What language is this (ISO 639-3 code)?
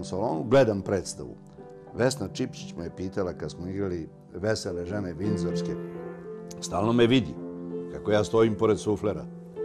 srp